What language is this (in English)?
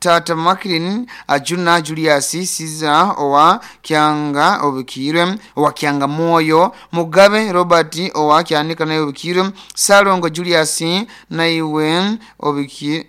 Nyoro